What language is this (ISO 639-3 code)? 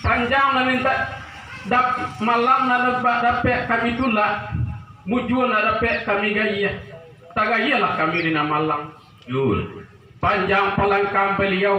min